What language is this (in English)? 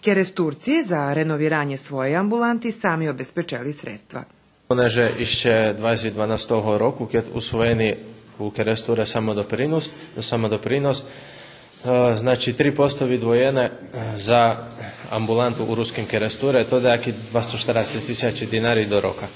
Rusyn